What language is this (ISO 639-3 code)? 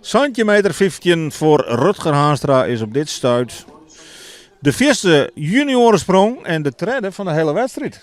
fry